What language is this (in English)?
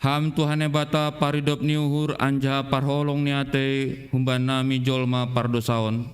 Batak Simalungun